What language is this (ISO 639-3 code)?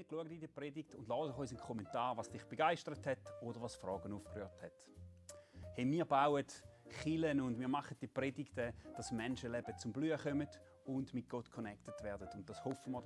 gsw